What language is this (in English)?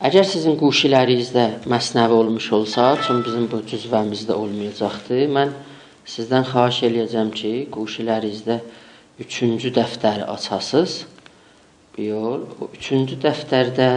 South Azerbaijani